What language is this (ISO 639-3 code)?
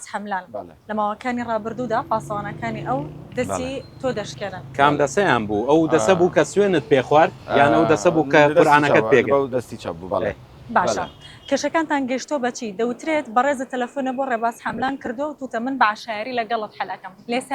ckb